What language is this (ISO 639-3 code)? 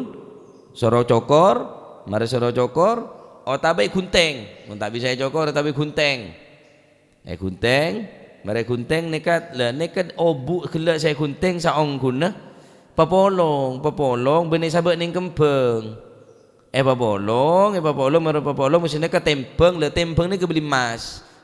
mad